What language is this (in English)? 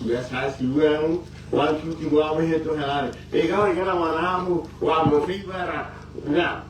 Tswana